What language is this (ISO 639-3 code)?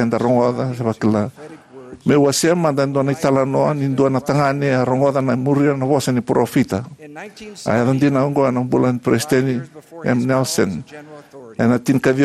fij